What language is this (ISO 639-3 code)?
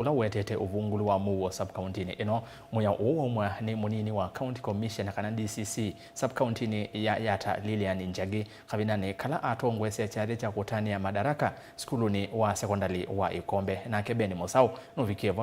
kam